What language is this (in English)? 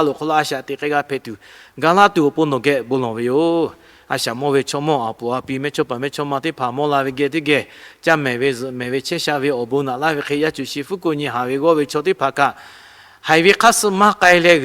Lahu